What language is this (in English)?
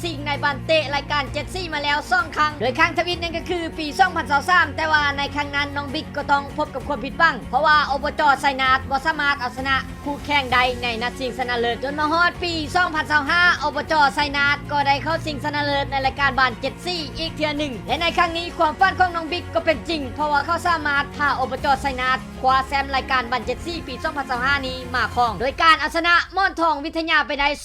Lao